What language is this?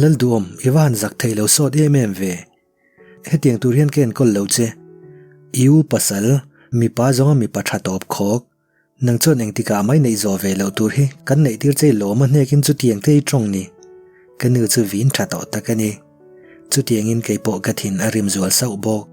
Mizo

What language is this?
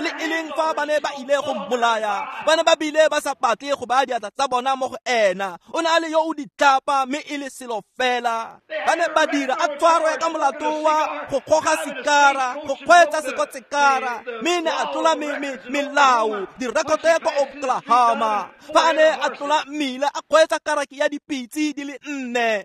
Tswana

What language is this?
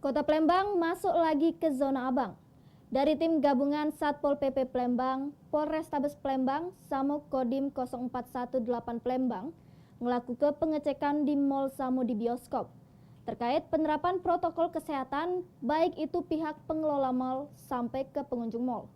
Musi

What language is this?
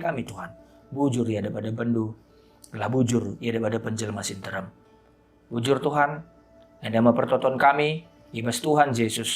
Batak Karo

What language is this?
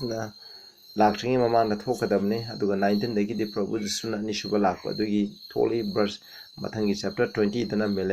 Manipuri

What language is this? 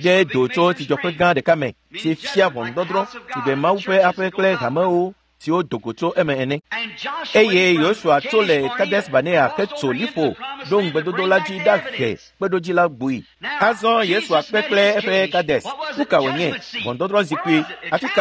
Ewe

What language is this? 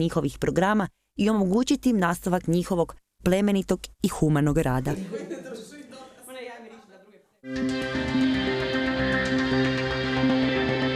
Croatian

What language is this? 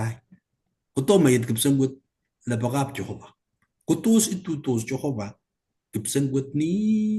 Kalenjin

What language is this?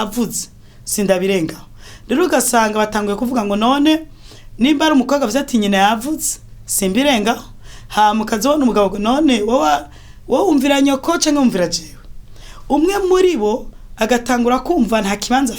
Rundi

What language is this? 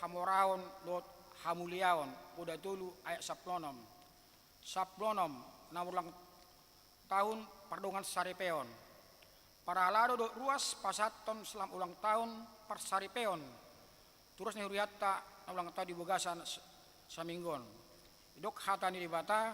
Batak Toba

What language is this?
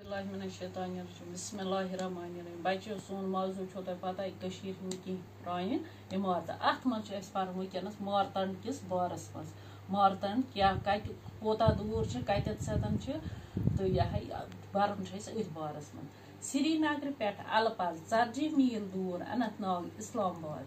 Kashmiri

